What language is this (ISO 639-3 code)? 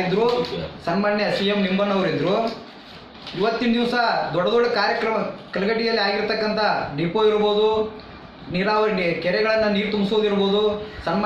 kan